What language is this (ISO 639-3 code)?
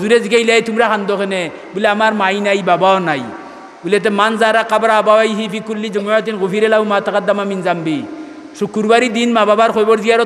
syl